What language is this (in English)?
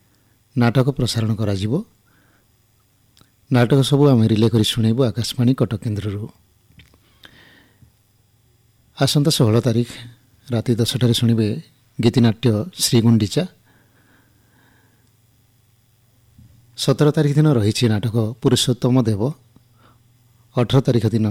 Odia